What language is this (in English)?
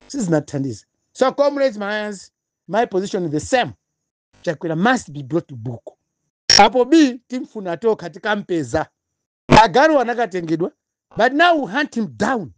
Nyanja